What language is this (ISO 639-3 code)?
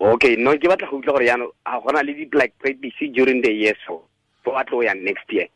tsn